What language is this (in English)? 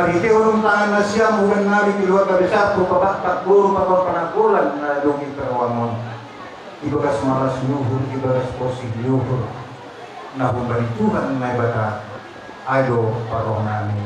Batak Simalungun